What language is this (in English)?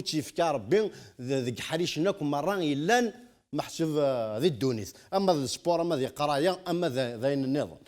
Kabyle